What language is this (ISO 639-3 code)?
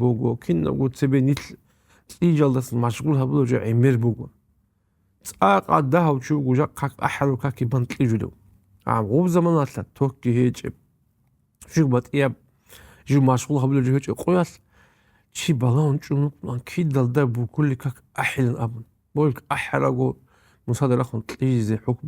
ava